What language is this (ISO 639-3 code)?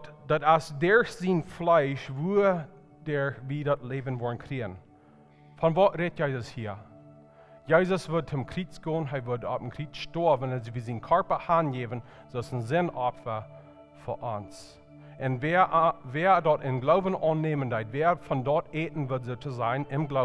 pdt